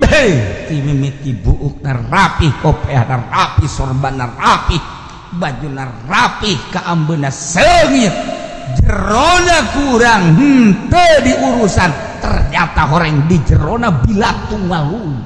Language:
Sundanese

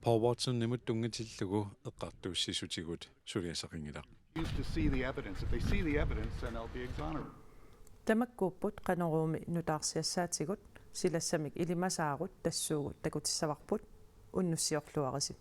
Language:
Kalaallisut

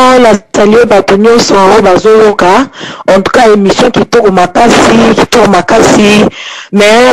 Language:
Lingala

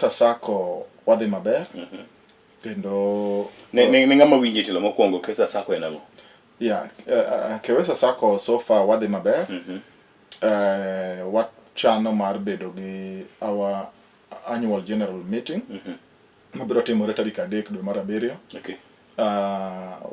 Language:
Luo (Kenya and Tanzania)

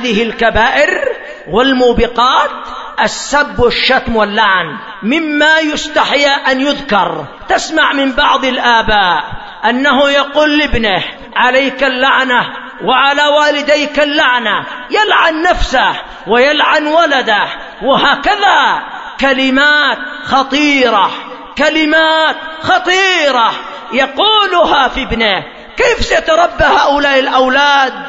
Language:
Arabic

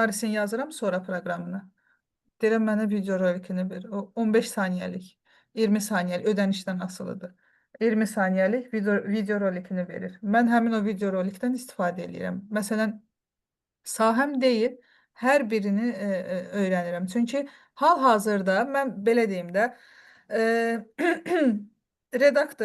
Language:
Azerbaijani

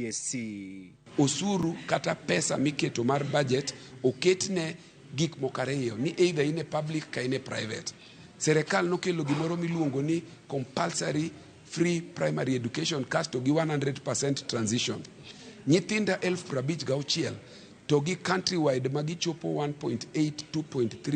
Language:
Luo (Kenya and Tanzania)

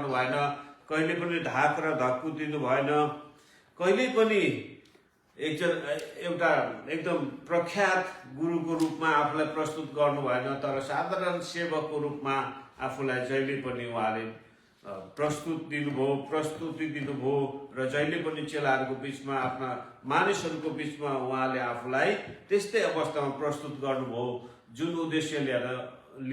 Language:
Nepali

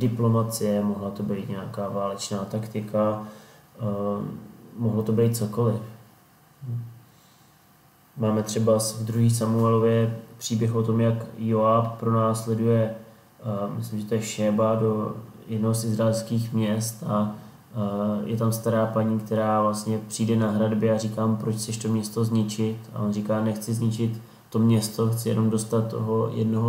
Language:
Czech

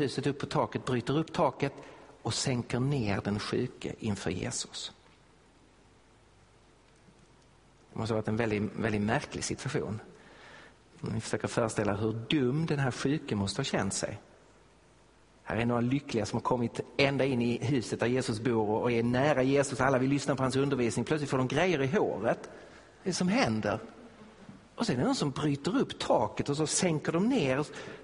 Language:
Swedish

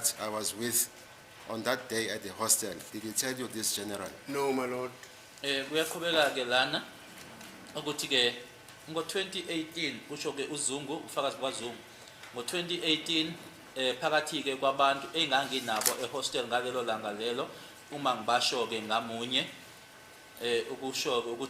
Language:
Zulu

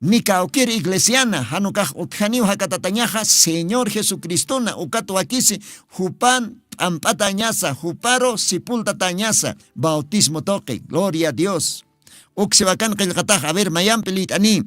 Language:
Aymara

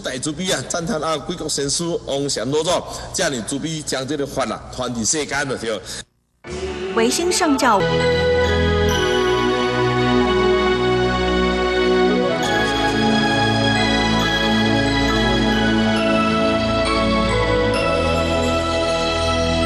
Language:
Chinese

